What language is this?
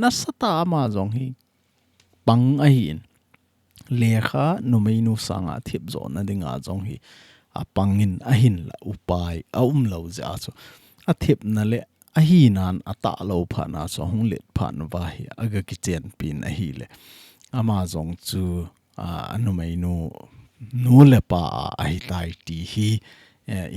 Thado Chin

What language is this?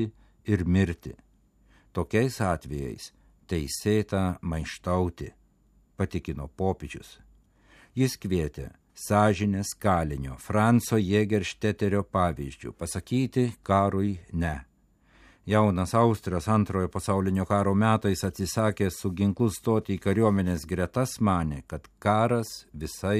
Lithuanian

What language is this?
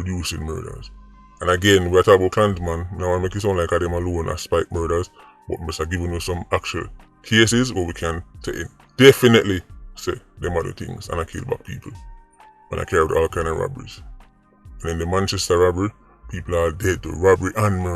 Jamaican Creole English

